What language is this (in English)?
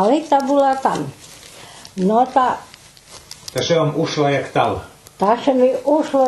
Rusyn